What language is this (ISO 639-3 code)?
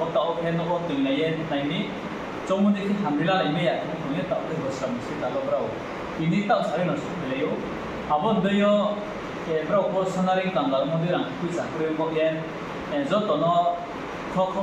ria